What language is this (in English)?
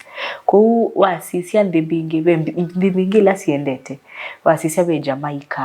Kamba